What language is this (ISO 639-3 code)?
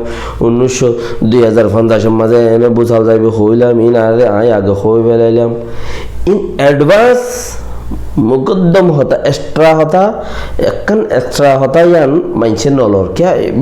rhg